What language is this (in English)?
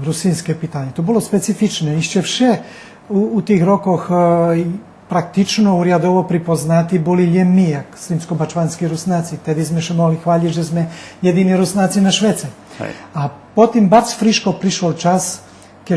Rusyn